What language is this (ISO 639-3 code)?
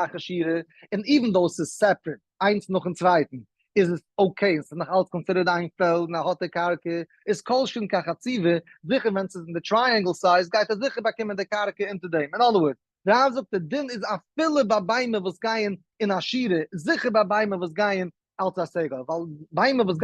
yid